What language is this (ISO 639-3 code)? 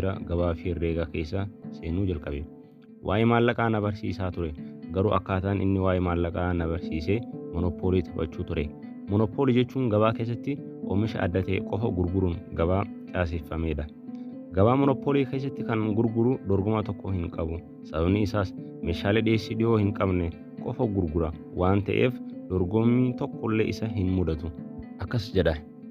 orm